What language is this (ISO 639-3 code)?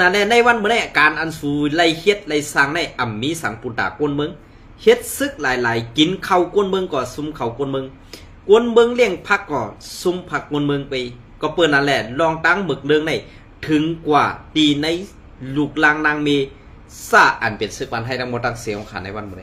shn